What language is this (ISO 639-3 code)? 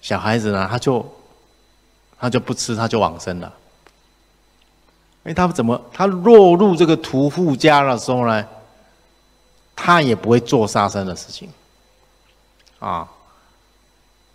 zho